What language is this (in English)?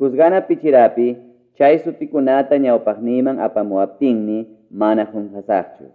Ayacucho Quechua